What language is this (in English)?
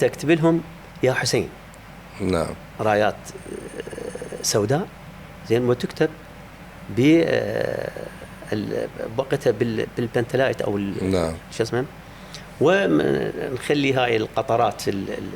Mesopotamian Arabic